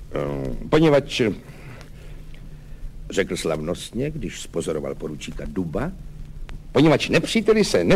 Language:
Czech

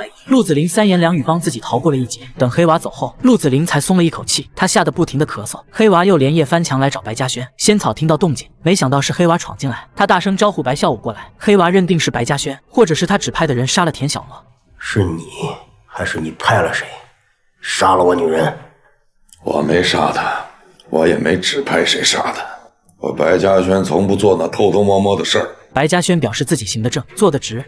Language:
Chinese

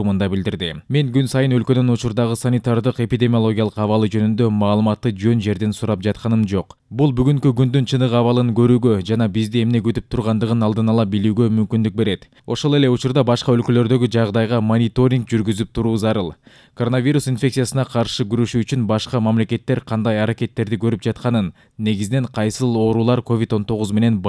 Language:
Kyrgyz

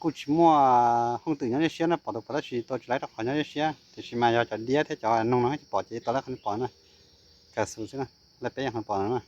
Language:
Hmong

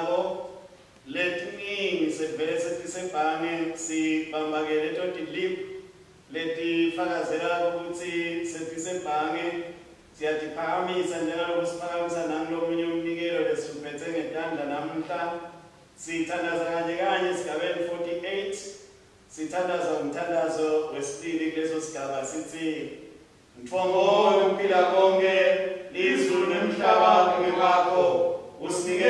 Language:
Swati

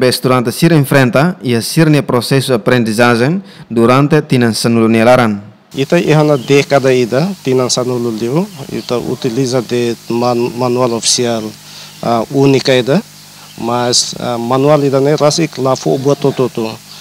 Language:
Tetum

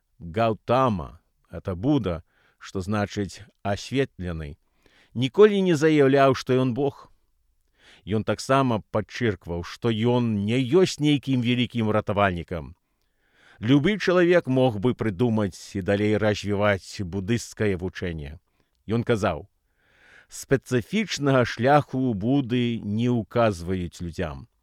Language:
Belarusian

